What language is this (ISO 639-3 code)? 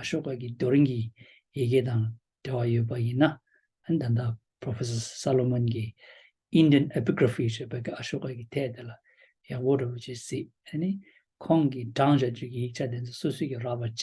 bod